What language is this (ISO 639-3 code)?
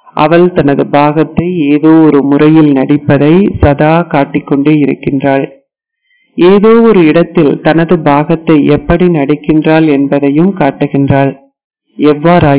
tam